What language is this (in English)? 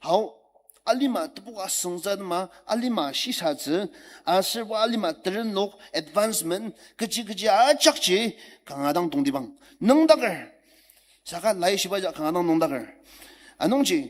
Ao Naga